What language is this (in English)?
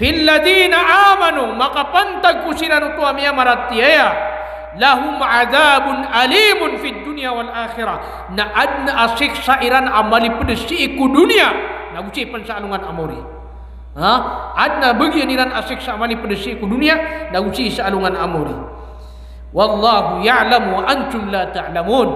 Maranao